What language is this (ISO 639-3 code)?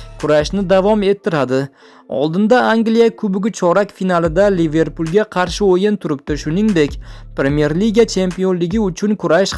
uzb